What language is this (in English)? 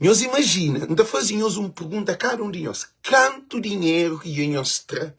Kabuverdianu